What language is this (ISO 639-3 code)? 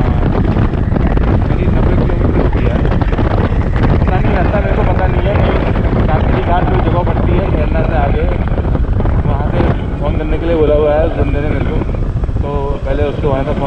hin